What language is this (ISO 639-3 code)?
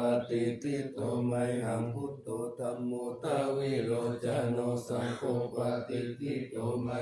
pli